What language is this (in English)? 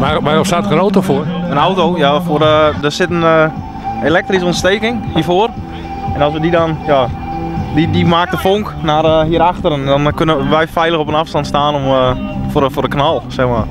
Western Frisian